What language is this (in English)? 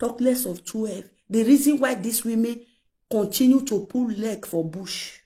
Nigerian Pidgin